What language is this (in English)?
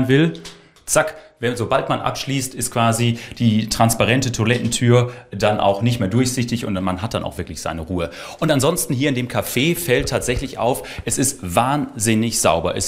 German